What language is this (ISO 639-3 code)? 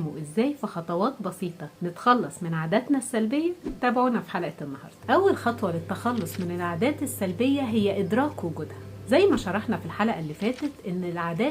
arz